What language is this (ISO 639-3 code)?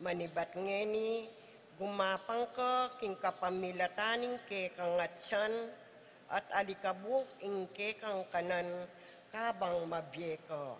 pam